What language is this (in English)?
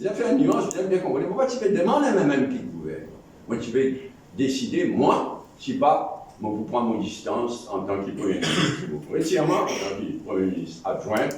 Morisyen